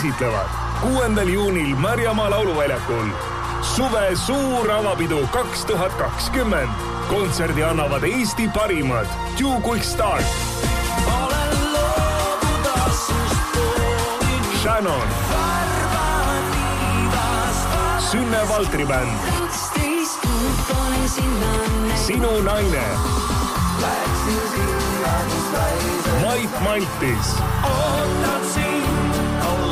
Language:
Estonian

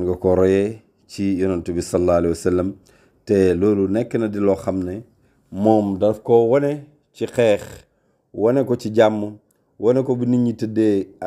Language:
Wolof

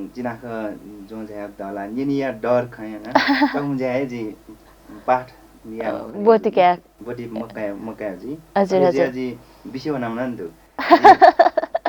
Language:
Newari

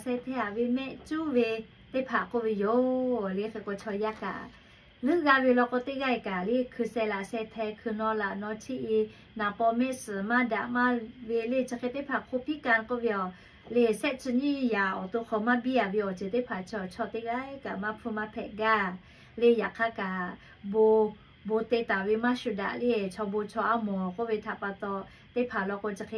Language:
Lahu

